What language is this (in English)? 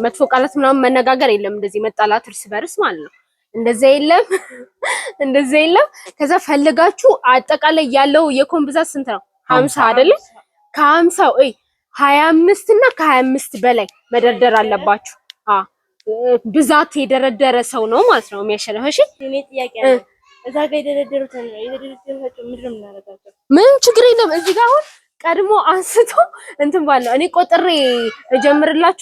Amharic